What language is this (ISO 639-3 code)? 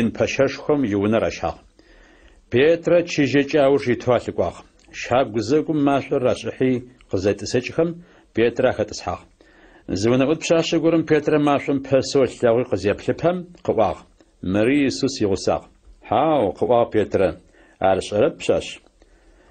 ady